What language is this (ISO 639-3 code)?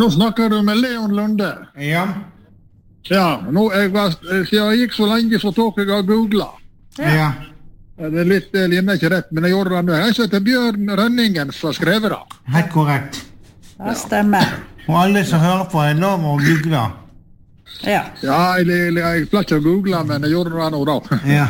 nor